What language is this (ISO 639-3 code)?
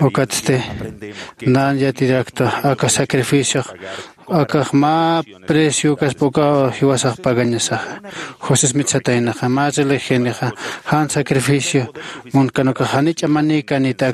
aym